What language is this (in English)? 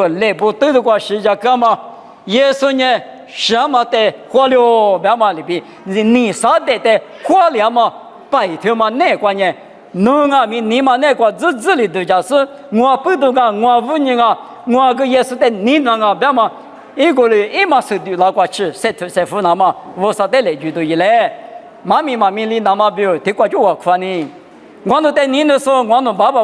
Lisu